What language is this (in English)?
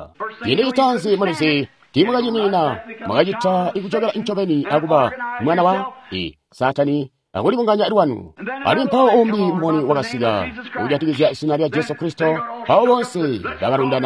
Tonga (Zambia)